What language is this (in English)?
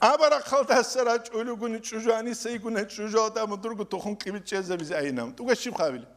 Avaric